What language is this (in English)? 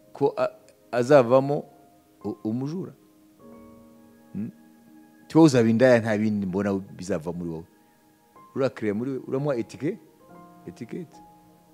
Kinyarwanda